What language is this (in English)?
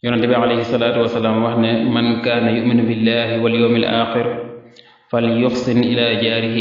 Wolof